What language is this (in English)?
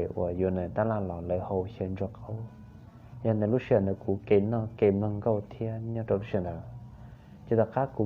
Hmong